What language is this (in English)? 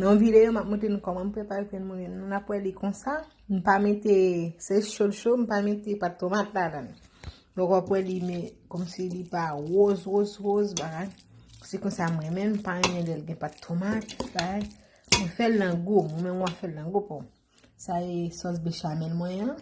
Haitian Creole